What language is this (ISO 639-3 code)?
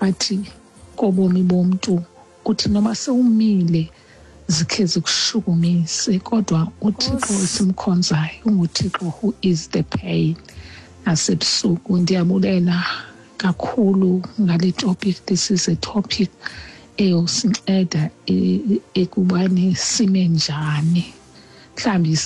xho